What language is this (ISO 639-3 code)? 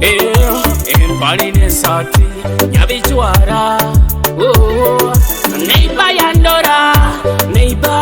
nyo